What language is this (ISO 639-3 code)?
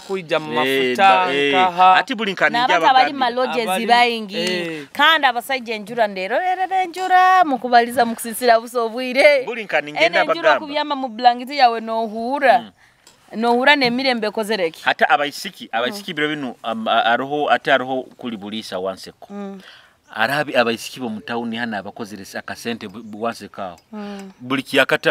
nyo